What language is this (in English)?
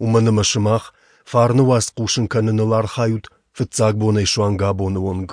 Ossetic